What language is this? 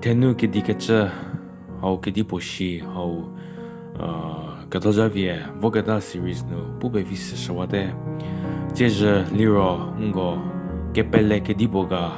Angami Naga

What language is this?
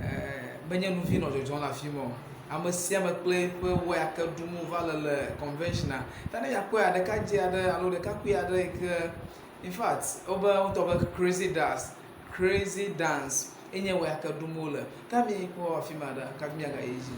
Ewe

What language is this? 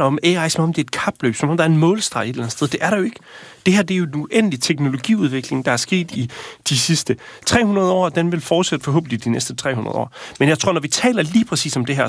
Danish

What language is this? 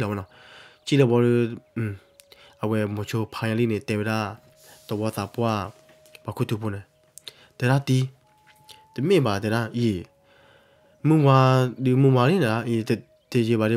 S'gaw Karen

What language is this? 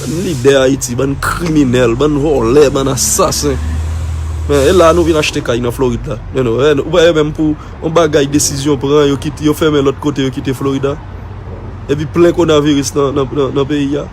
Haitian Creole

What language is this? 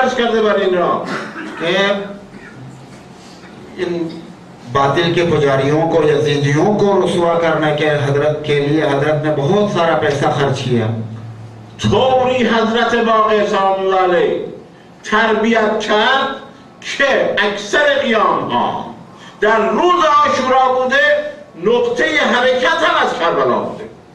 Urdu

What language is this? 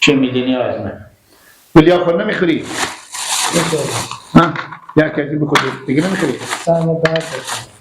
Hazaragi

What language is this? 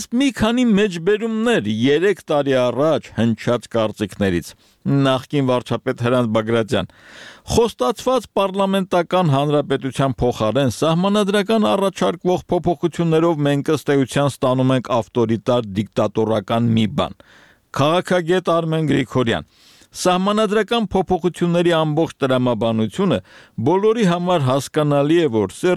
Armenian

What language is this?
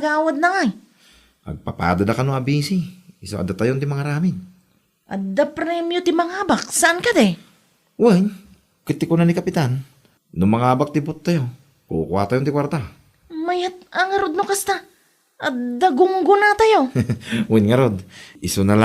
Iloko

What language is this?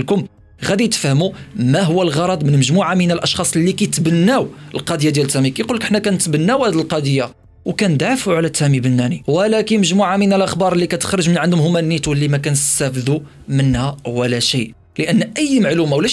Moroccan Arabic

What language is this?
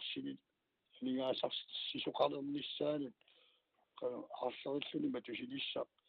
Kalaallisut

